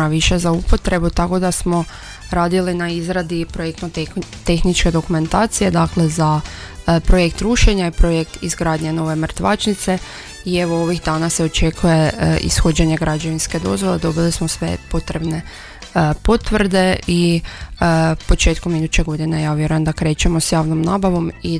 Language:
Croatian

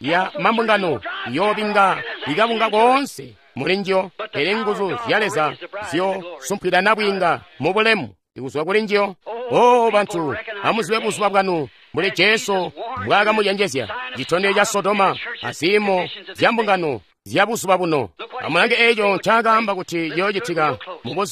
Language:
Tonga (Zambia)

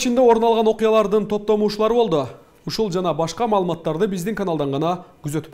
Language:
Kyrgyz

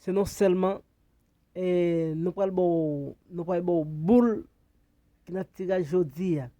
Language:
Haitian Creole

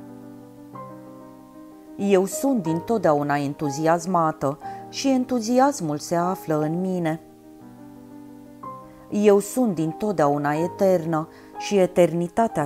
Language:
Romanian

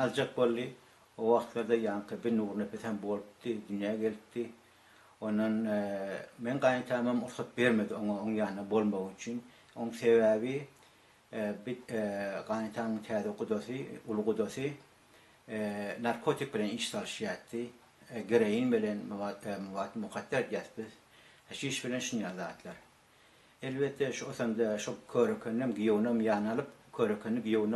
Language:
Turkmen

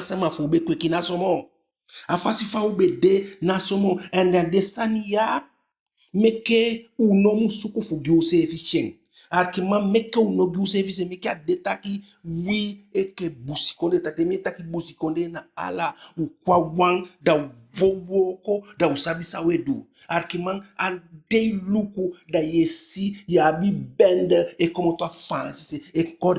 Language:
Eastern Maroon Creole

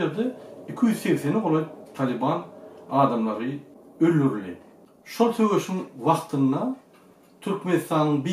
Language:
Turkmen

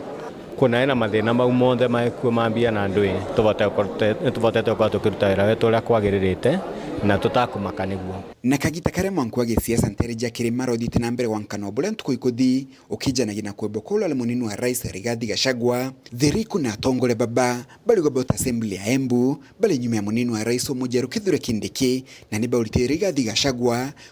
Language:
Meru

